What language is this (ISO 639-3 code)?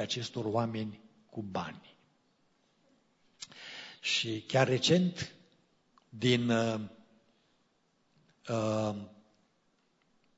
ron